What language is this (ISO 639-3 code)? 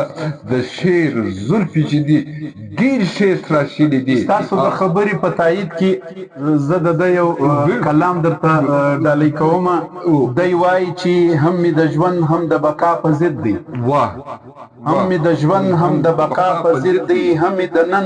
pus